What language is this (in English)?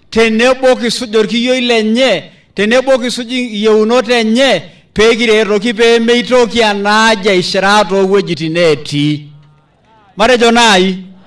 Masai